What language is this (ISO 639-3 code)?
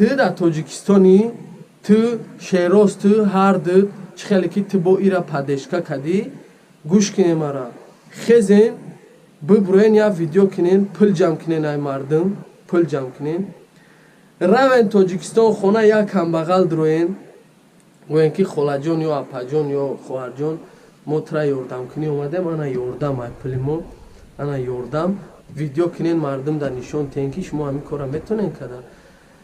tgk